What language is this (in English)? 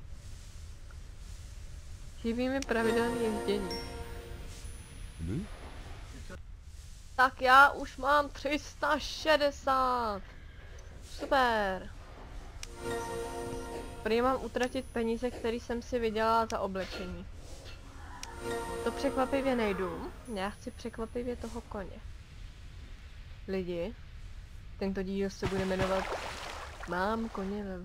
Czech